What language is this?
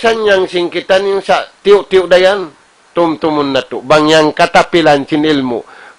Tausug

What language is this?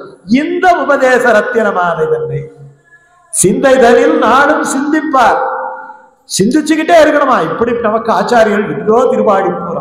Tamil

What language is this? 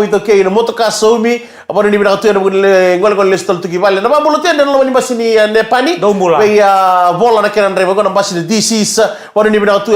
Fijian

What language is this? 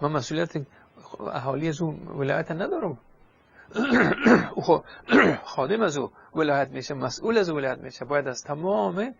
Persian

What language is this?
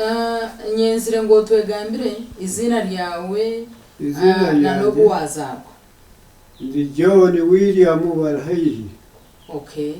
Nyankole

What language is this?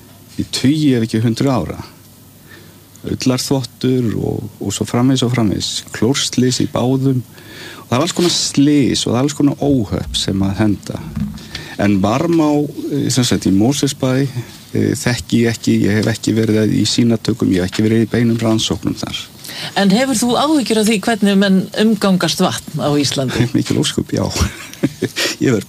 Icelandic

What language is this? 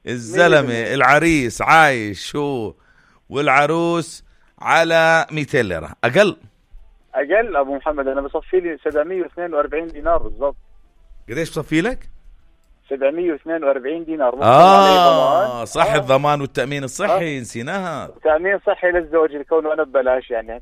North Levantine Arabic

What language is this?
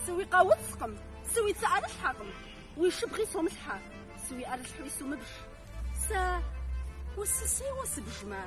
Kabardian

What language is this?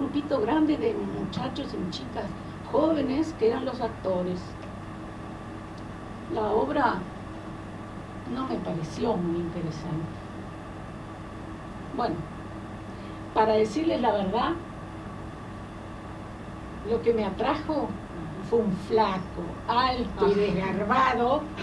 Spanish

